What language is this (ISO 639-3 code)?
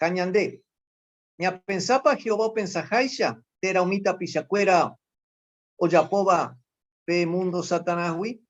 grn